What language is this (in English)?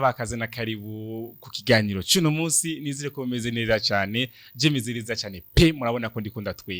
Rundi